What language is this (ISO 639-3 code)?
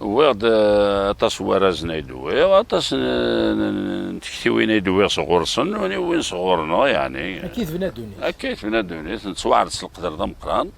kab